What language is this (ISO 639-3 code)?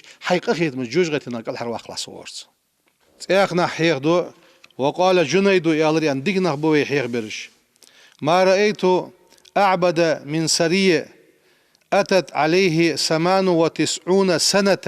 inh